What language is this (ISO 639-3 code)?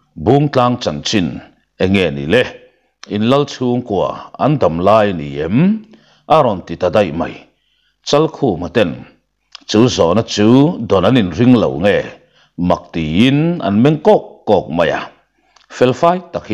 lus